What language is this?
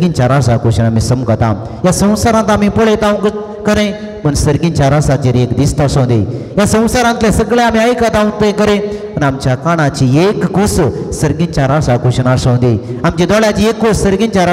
Konkani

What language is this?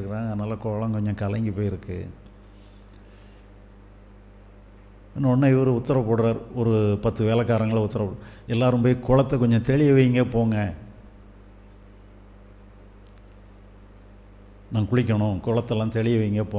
Tamil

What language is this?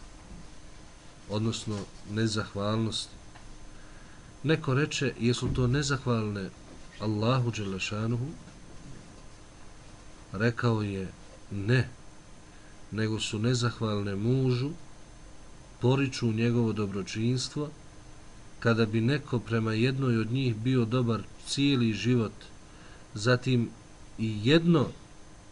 Bosnian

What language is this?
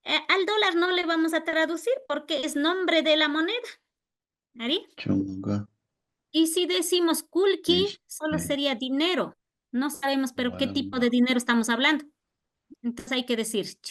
Imbabura Highland Quichua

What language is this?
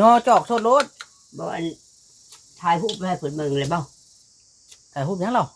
Northeastern Thai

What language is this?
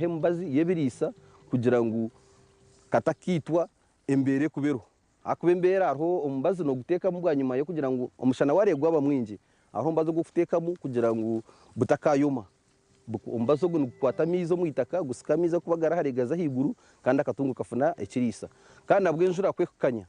Nyankole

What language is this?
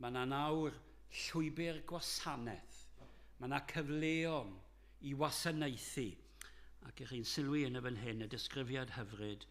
Welsh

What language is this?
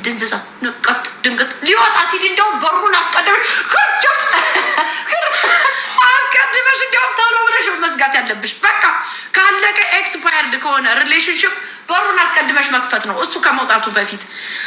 Amharic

